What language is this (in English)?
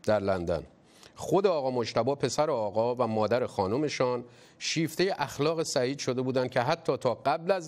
Persian